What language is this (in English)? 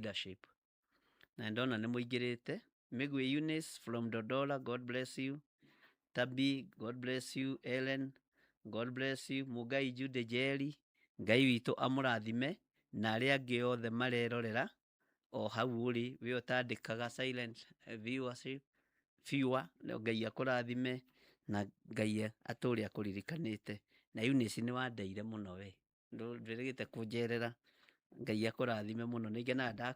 Kikuyu